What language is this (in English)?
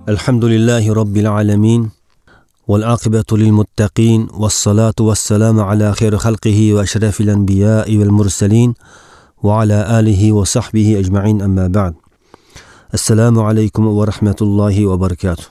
Uyghur